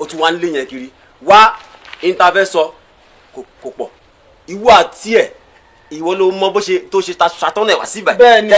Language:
Yoruba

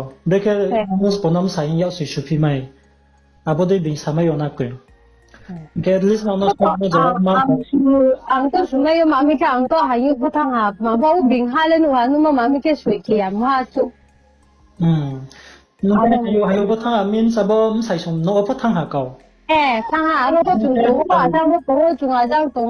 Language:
Riang (India)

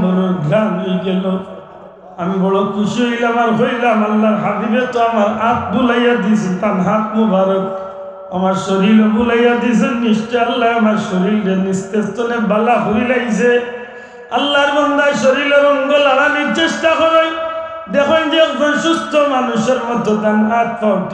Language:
Sylheti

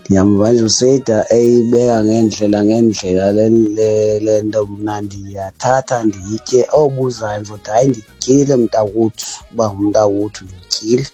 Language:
Xhosa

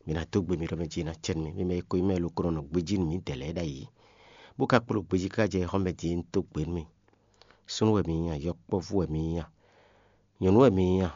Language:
Fon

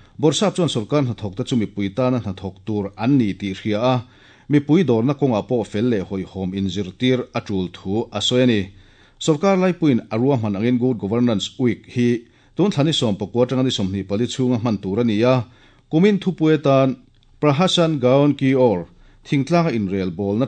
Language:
Mizo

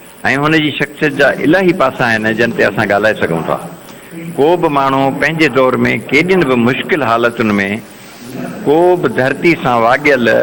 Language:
Sindhi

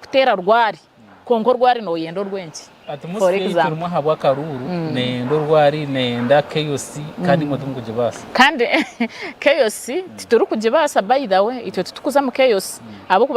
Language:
Nyankole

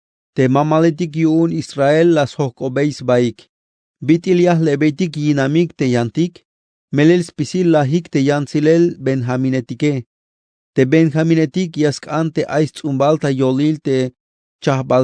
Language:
Tzeltal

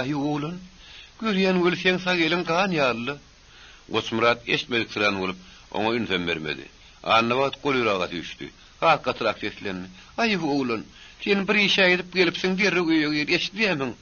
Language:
Turkmen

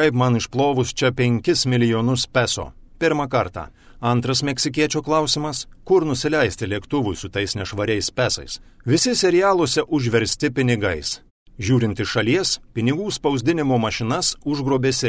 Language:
Lithuanian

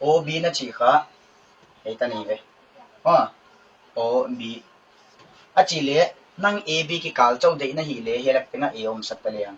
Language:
Paite Chin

